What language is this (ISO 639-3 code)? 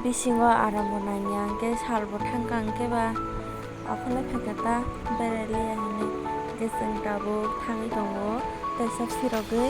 trp